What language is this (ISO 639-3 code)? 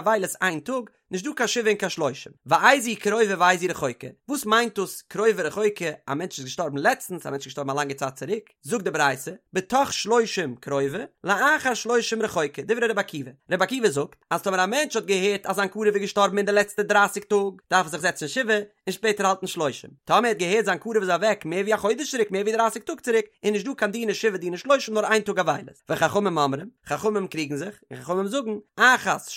yid